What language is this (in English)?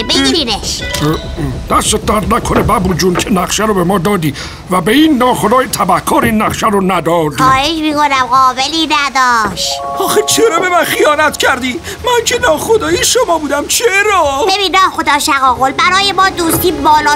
Persian